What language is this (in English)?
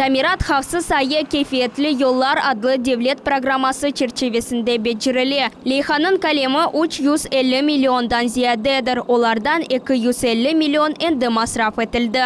Crimean Tatar